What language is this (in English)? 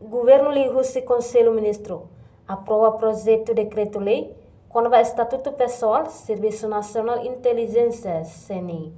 Tetum